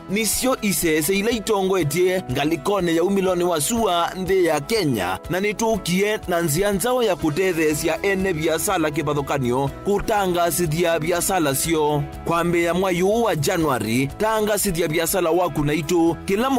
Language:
Kamba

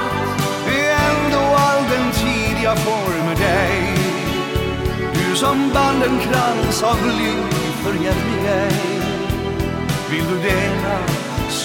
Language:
Swedish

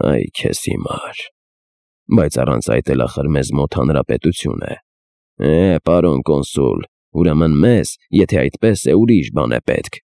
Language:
Armenian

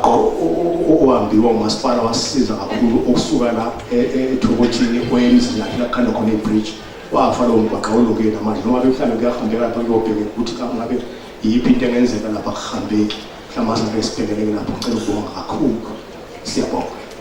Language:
Zulu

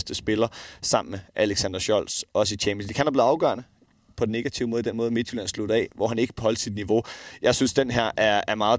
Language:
Danish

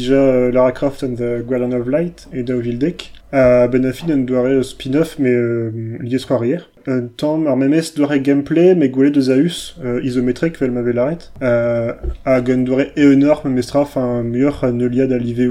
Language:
Breton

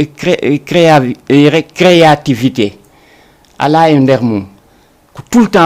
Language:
Fula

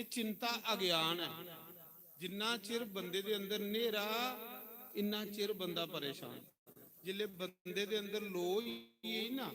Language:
Dogri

